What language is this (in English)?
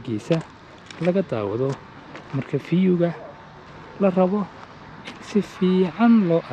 Somali